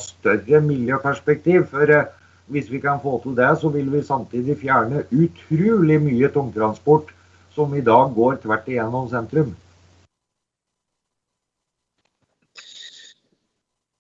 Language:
Norwegian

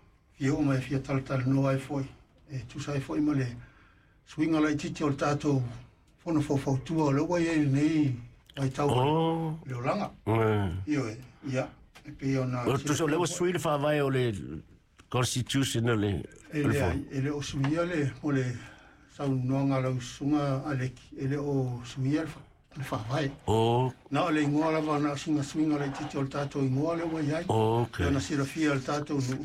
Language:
Samoan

